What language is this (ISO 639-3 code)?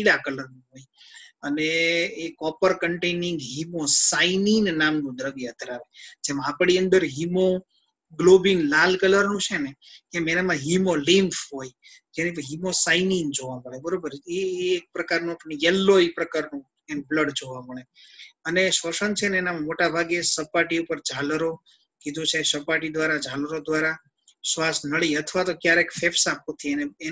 guj